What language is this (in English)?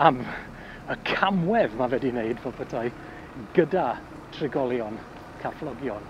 Welsh